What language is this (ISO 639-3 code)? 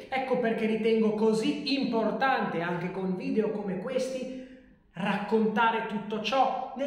ita